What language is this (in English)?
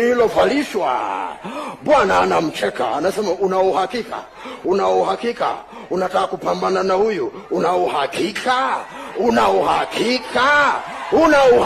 Swahili